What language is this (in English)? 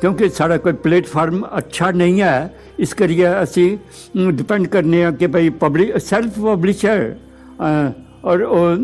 Dogri